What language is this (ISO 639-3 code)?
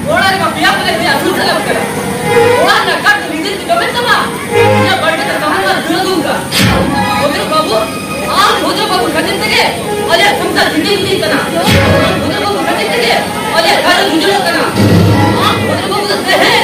sat